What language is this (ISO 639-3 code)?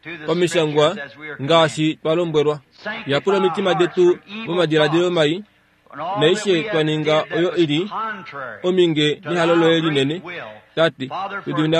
kua